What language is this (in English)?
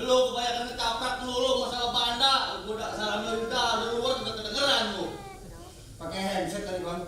Betawi